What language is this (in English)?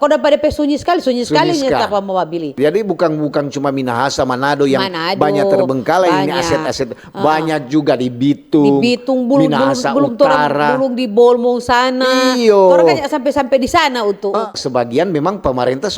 Manado Malay